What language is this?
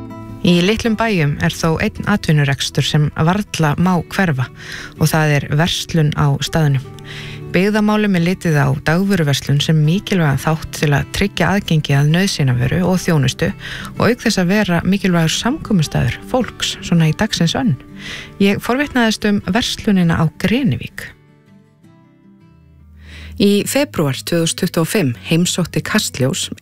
Icelandic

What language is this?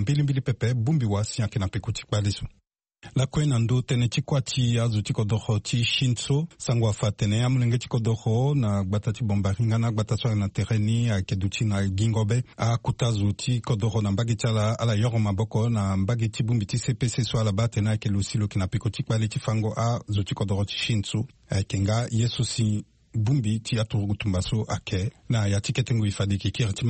Sango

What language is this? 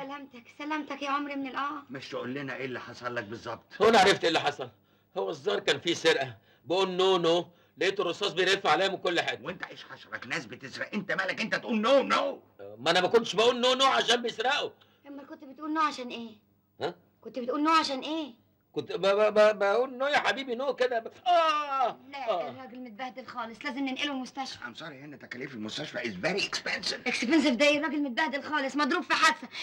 Egyptian Arabic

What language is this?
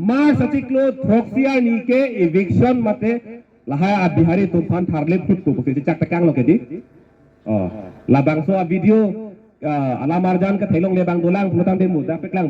Karbi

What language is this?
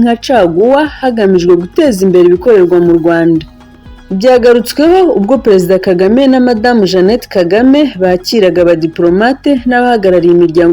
Kinyarwanda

